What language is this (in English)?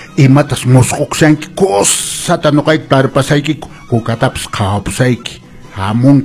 Quechua